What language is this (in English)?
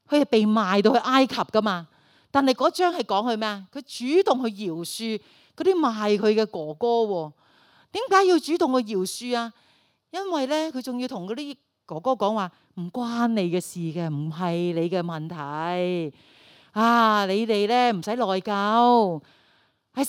Cantonese